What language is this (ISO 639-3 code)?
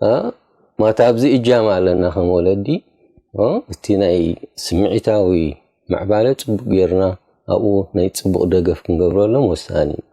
tir